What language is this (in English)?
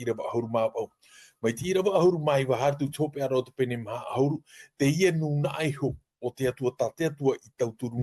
Tahitian